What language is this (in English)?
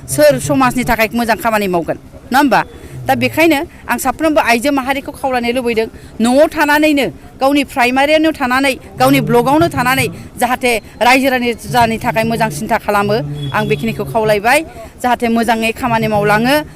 Bodo